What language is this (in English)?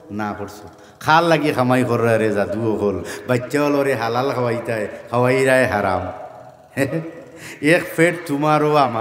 Sylheti